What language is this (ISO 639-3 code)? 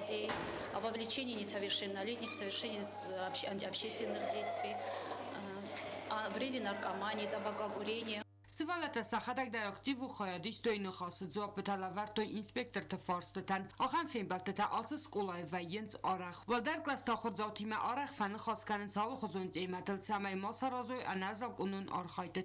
oss